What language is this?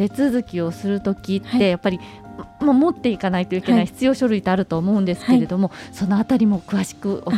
Japanese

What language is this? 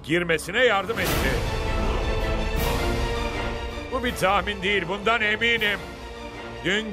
Turkish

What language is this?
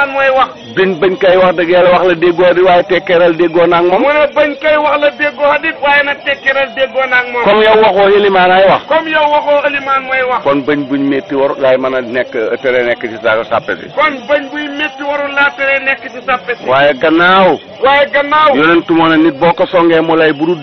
Wolof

